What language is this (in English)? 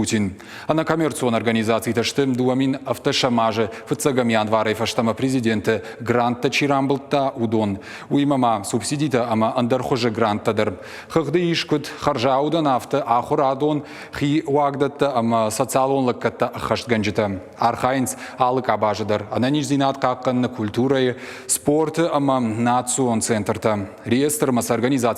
Ossetic